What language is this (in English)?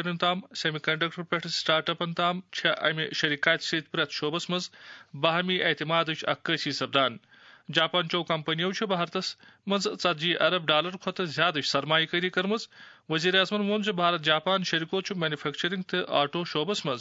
Kashmiri